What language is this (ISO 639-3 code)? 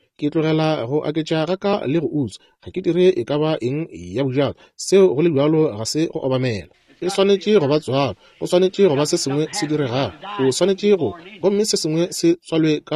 nso